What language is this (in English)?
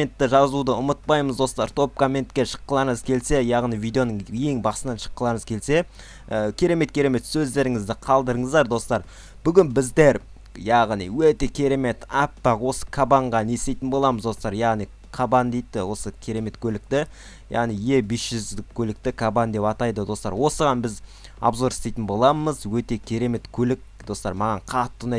Kazakh